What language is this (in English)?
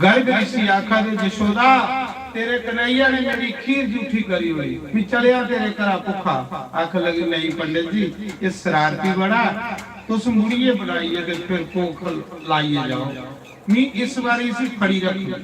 Dogri